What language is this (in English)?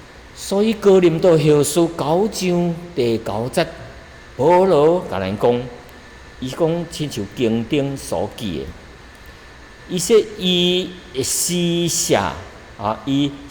Min Nan Chinese